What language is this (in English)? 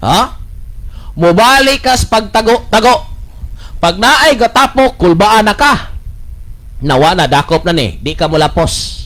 Cebuano